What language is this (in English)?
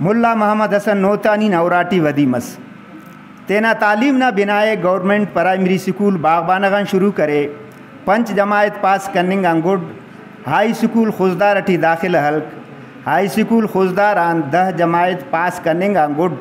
Brahui